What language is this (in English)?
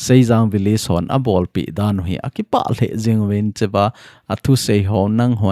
Thado Chin